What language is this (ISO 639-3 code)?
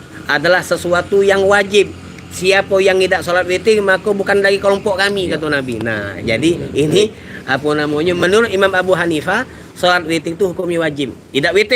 mui